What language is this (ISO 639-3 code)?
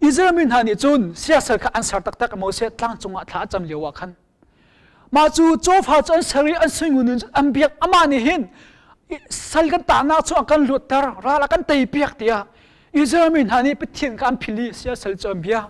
cnh